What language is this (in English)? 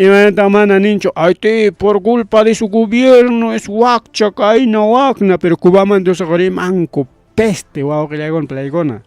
Ayacucho Quechua